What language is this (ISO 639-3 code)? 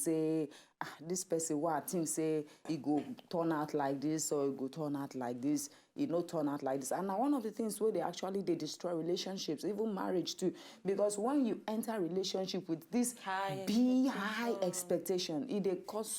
pcm